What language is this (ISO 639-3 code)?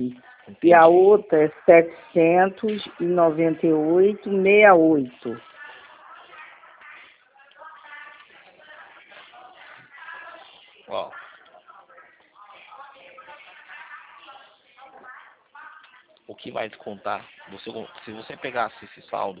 por